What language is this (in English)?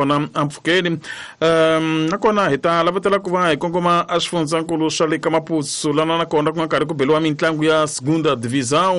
Tsonga